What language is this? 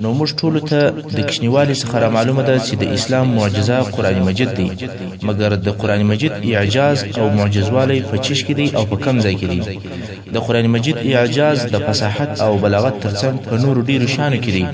Pashto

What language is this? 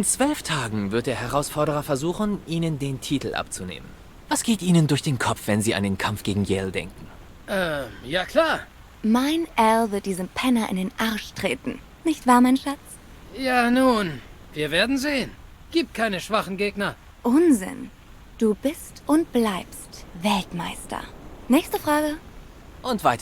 Swiss German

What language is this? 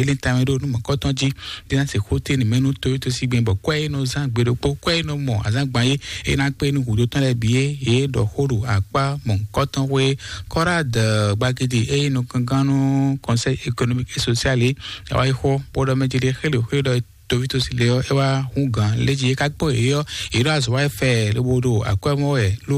Fon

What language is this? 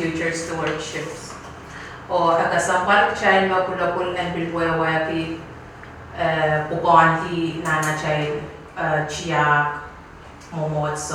Pohnpeian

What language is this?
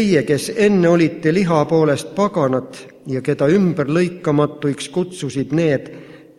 Estonian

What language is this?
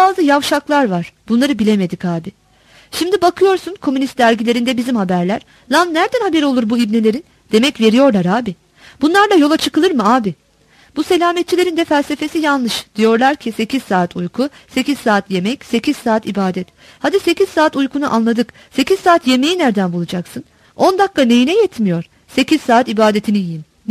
Turkish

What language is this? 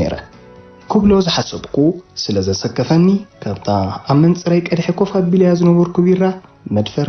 Tigrinya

